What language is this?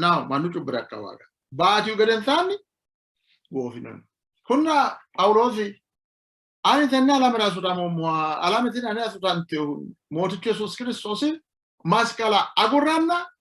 Sidamo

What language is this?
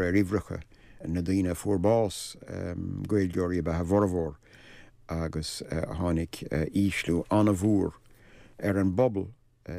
Irish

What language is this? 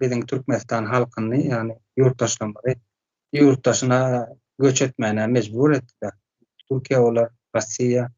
Turkmen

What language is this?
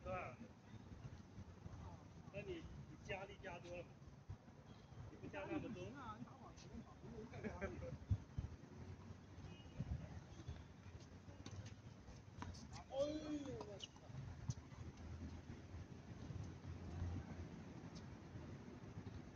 Chinese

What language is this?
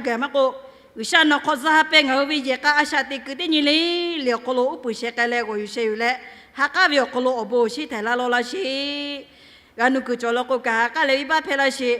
Lahu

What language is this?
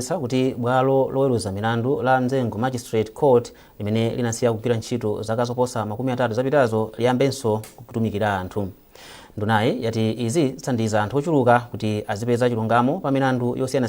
Nyanja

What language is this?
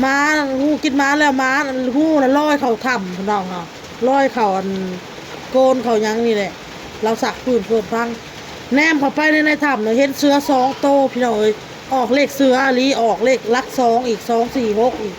Northeastern Thai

